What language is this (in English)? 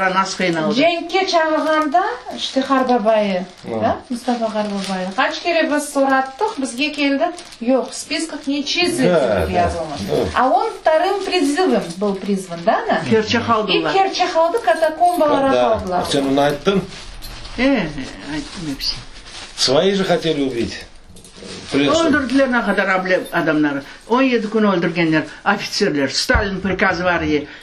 Crimean Tatar